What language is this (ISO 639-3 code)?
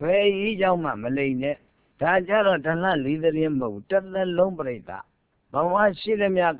mya